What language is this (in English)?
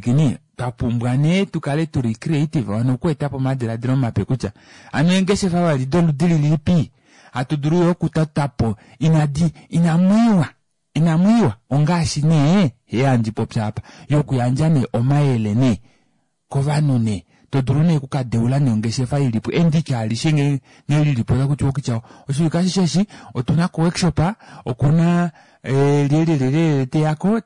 Kuanyama